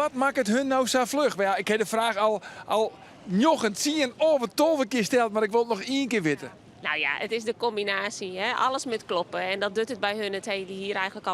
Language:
Western Frisian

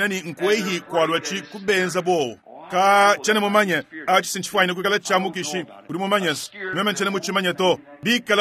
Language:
Luba-Lulua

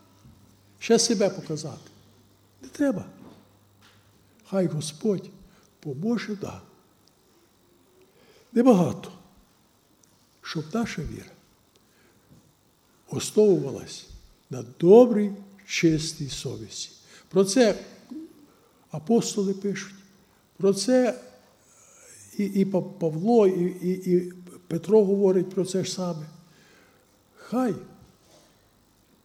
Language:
Ukrainian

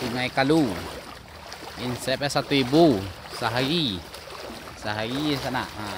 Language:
Minangkabau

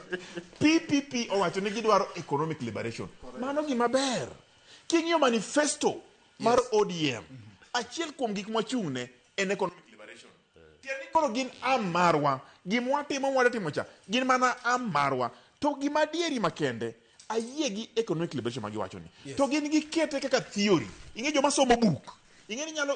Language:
Luo (Kenya and Tanzania)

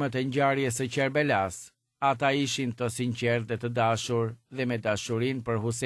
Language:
Albanian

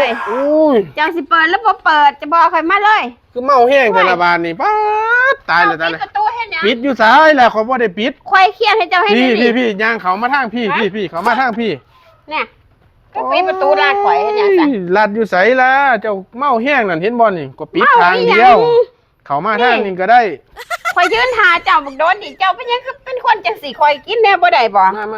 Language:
Northeastern Thai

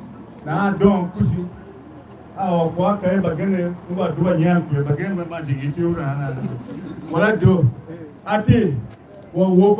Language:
Tiv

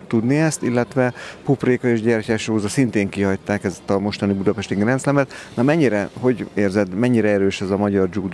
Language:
Hungarian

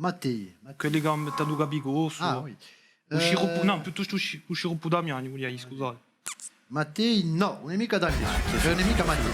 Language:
Corsican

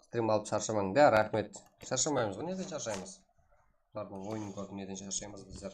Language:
Kara-Kalpak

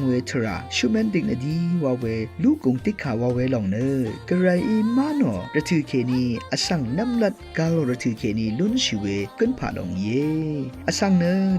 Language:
Rawang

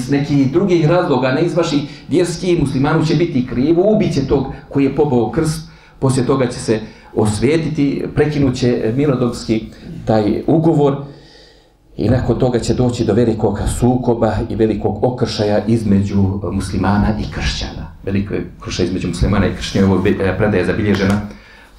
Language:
Bosnian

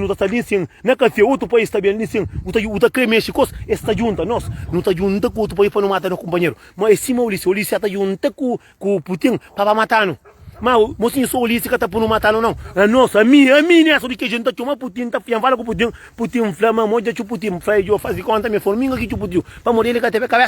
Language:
Kabuverdianu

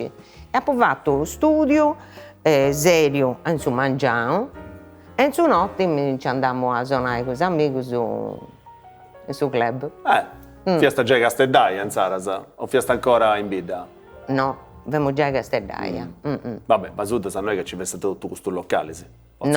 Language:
Sardinian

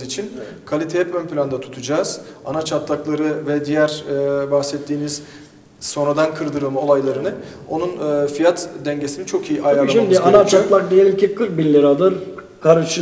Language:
Turkish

